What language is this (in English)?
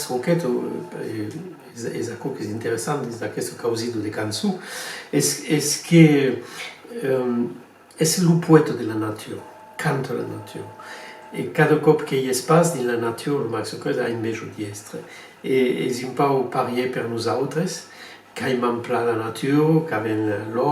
Occitan